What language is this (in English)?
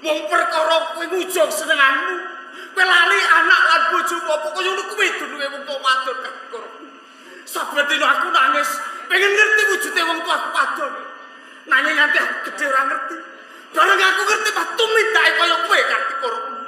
Javanese